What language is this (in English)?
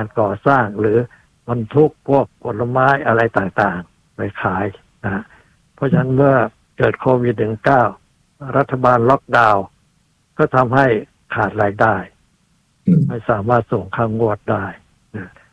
Thai